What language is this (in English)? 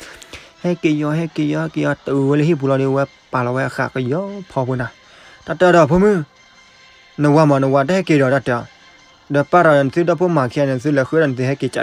S'gaw Karen